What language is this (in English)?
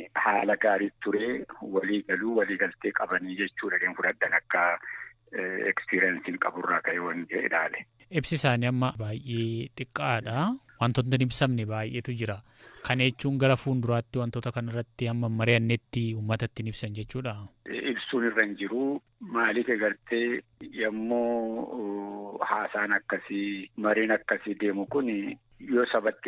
Oromo